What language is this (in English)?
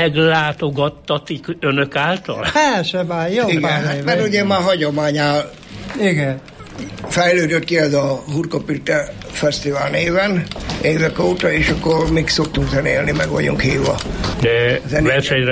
Hungarian